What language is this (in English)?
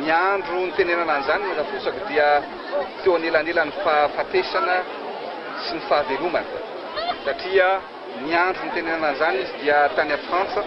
Malagasy